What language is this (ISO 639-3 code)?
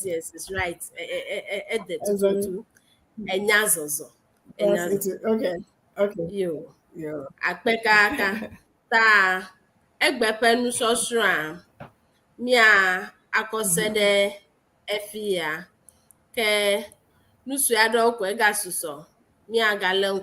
ewe